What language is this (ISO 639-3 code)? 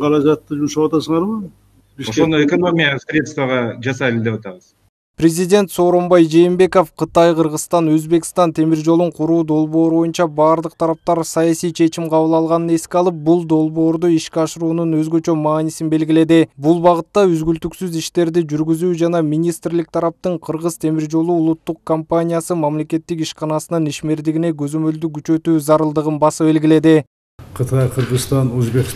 kir